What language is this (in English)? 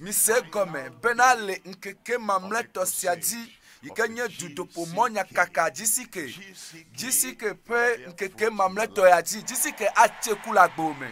Ewe